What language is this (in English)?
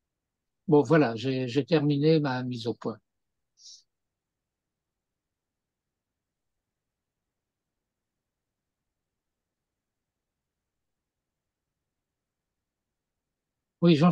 French